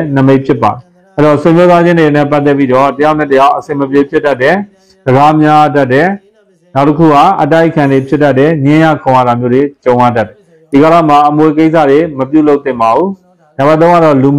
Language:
Burmese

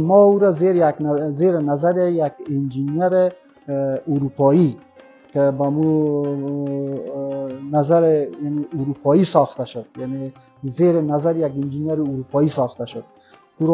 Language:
Persian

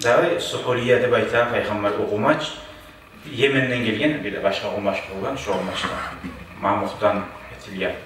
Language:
Kumyk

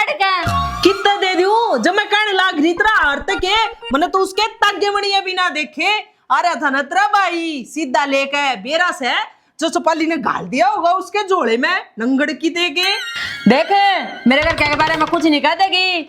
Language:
Haryanvi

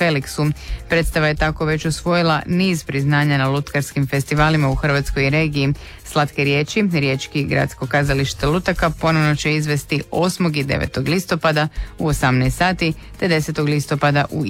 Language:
Croatian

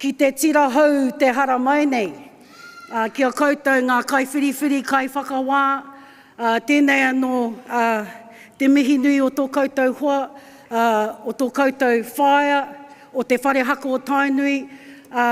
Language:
Māori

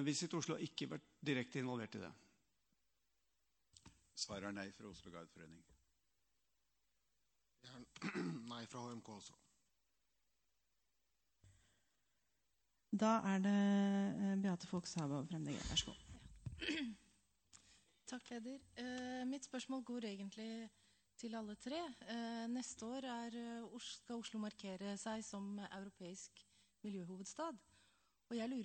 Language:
Norwegian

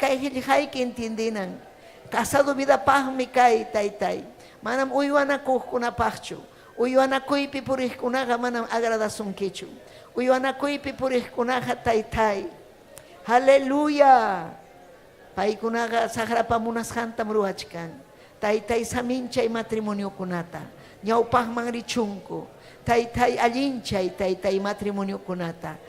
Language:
Ayacucho Quechua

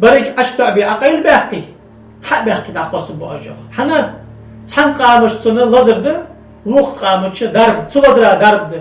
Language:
Ingush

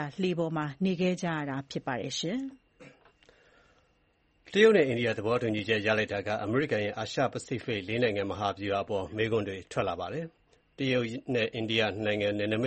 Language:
Burmese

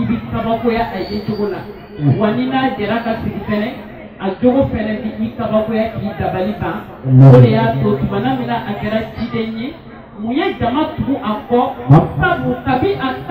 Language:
Bambara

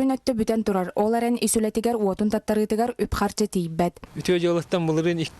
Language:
Yakut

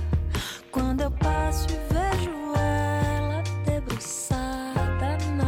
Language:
Portuguese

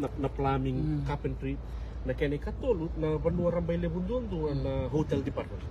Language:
Fijian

